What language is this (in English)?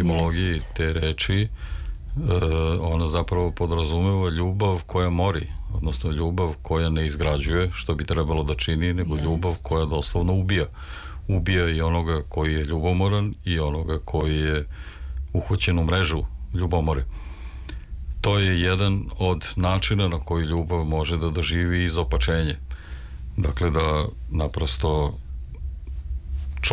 Serbian